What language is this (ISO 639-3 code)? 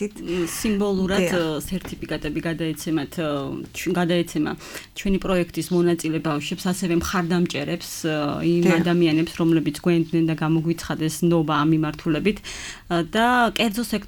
kat